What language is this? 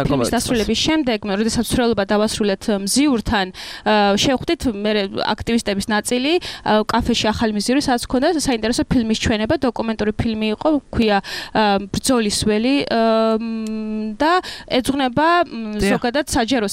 Georgian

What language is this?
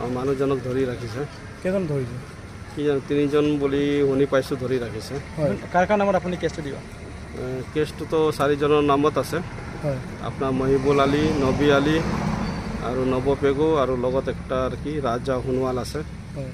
Assamese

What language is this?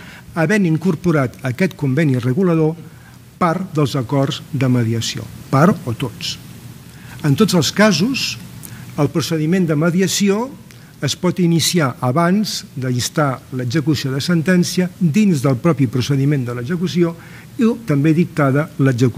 Catalan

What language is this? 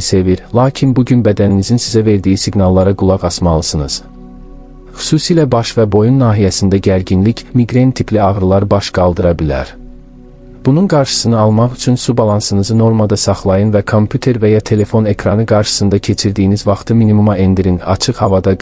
Azerbaijani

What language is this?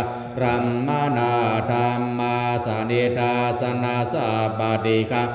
Pali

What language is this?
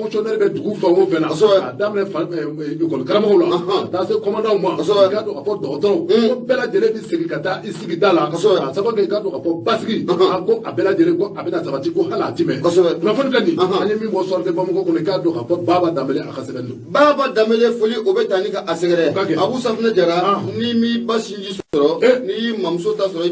Bambara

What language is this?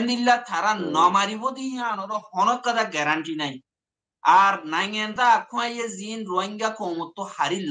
Rohingya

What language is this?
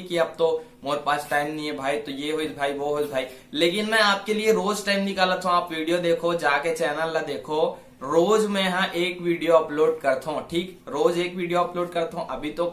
Chhattisgarhi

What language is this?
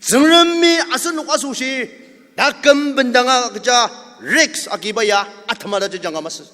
Ao Naga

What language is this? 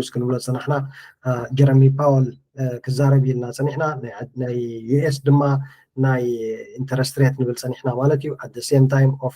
Tigrinya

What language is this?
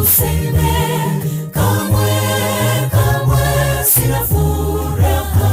Gusii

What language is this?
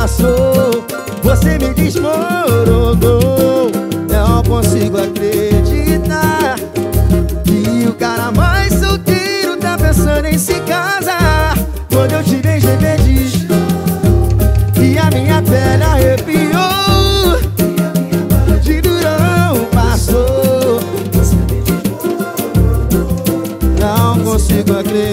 Portuguese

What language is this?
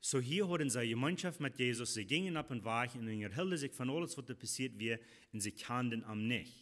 Plautdietsch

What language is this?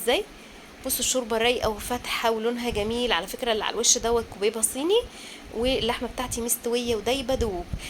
Egyptian Arabic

